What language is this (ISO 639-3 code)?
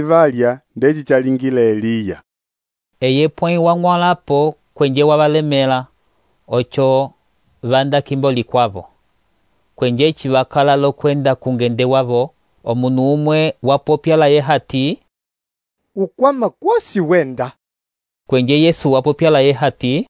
umb